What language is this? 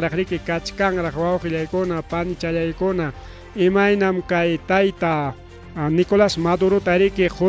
Ayacucho Quechua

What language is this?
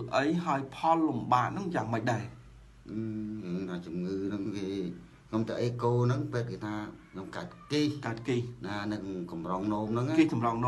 Khmer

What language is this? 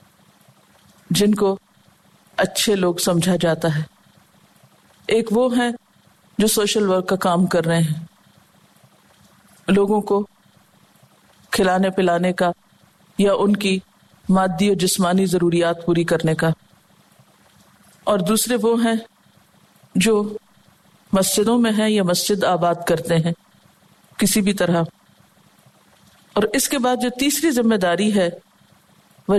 Urdu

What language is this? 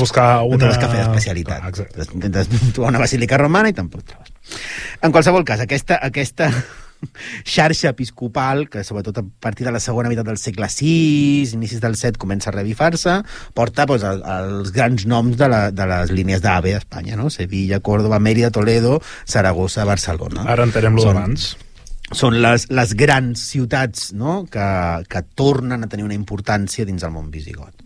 Catalan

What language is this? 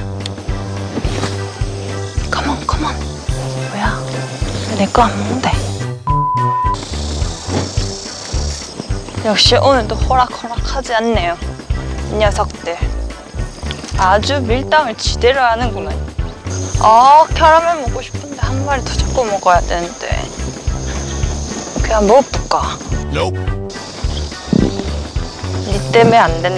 Korean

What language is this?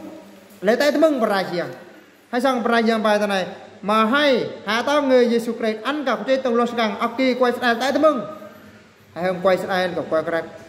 Eastern Bru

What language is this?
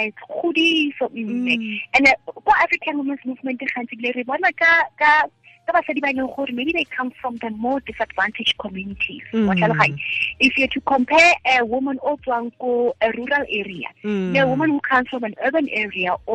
Tswana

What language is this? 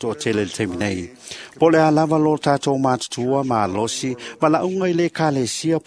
Samoan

